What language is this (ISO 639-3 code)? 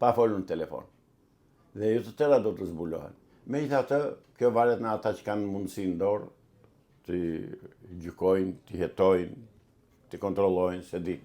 sqi